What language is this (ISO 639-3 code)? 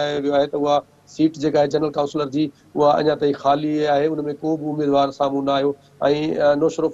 snd